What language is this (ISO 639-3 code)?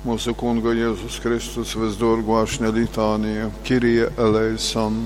ltg